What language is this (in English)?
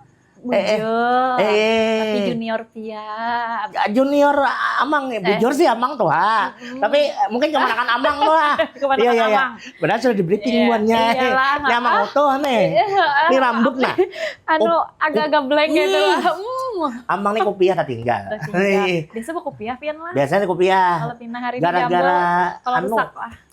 Banjar